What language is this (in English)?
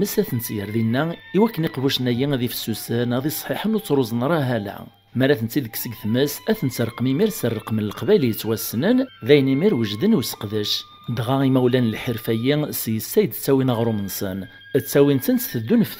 Kabyle